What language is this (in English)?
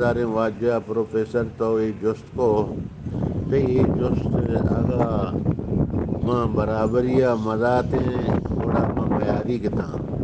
Eastern Balochi